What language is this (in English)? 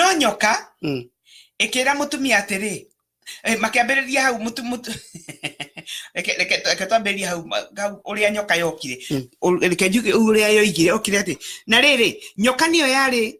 Kikuyu